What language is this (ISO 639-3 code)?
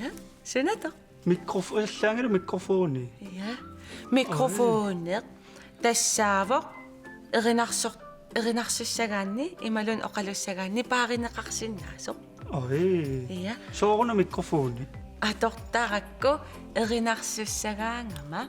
kal